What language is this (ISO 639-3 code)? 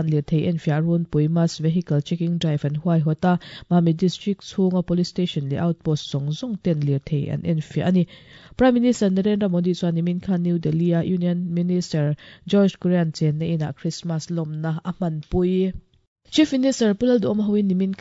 lus